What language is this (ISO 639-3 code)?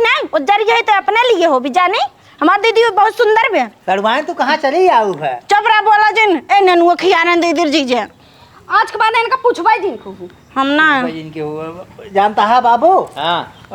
awa